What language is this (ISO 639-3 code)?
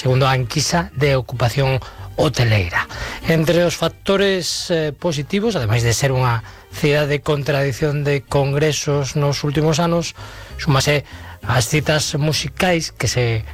glg